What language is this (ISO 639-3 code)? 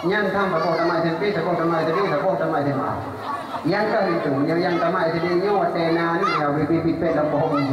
ace